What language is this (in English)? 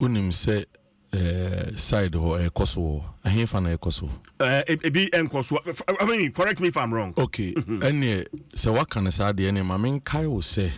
Akan